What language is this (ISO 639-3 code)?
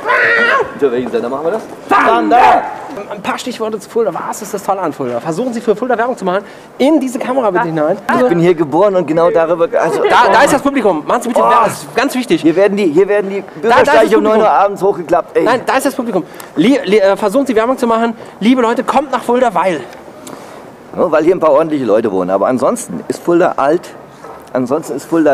deu